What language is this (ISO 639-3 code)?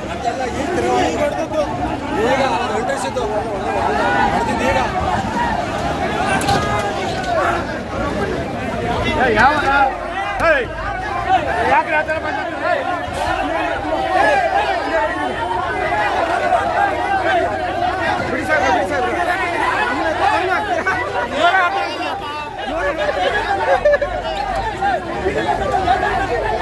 kan